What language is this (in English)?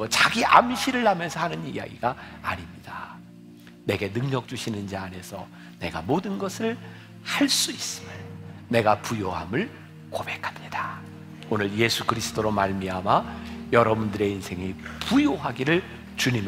Korean